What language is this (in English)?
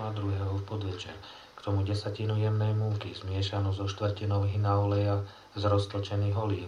Slovak